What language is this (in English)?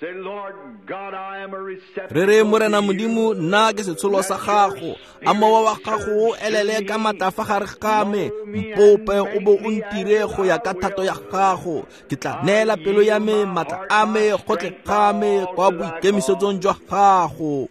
Tswana